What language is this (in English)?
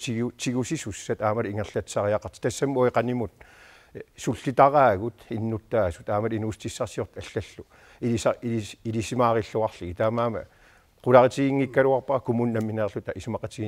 Kalaallisut